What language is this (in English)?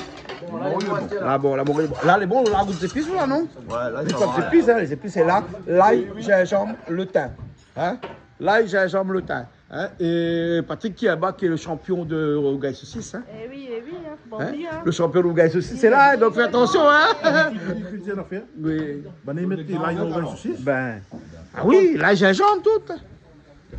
Réunion Creole French